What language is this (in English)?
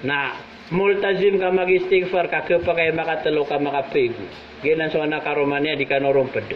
Maranao